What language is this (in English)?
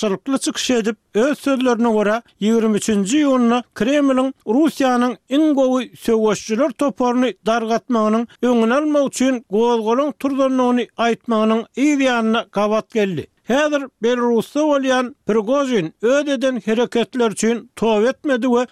Turkmen